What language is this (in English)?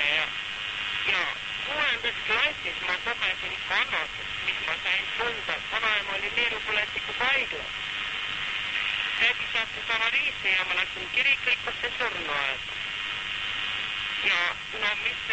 Estonian